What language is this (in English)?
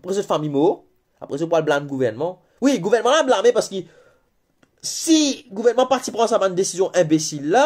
Morisyen